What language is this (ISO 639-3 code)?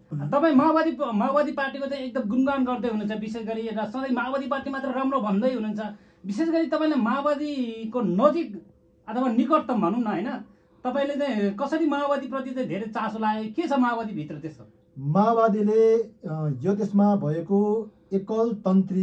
nep